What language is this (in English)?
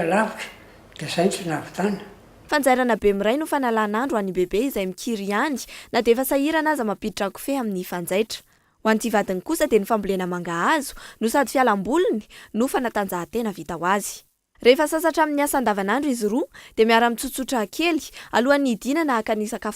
Malagasy